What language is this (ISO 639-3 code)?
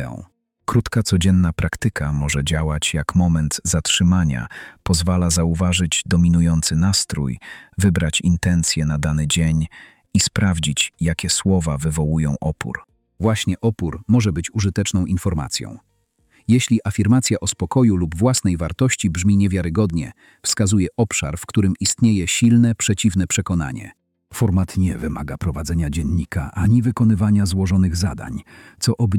pol